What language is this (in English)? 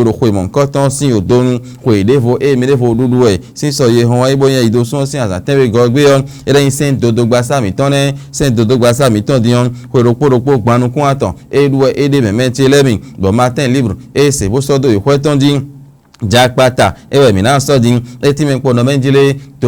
Fon